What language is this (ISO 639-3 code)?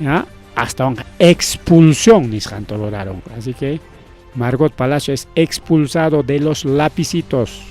quy